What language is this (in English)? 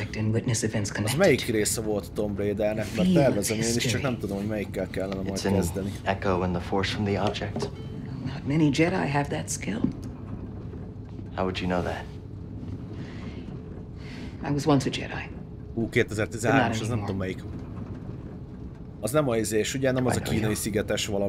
Hungarian